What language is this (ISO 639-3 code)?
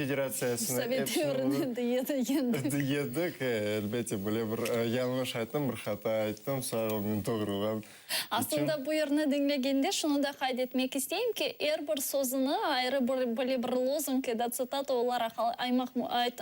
crh